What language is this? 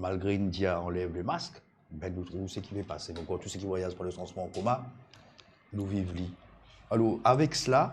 Morisyen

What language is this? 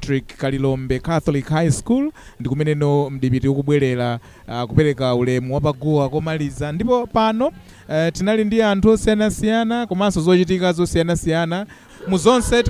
Nyanja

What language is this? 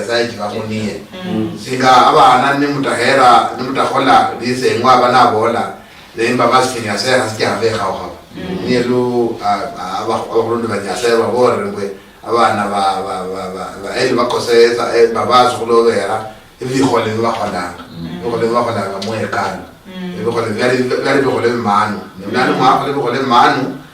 Luyia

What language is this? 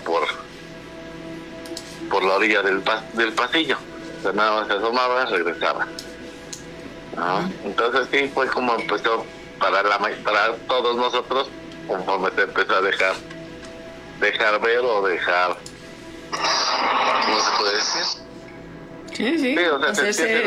Spanish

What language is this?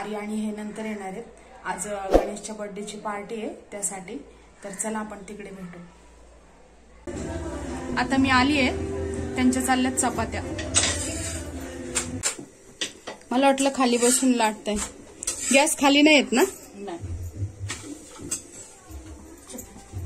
Marathi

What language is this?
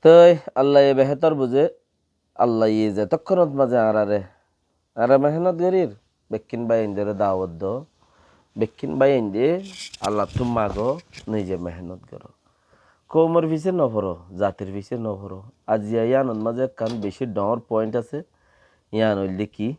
Rohingya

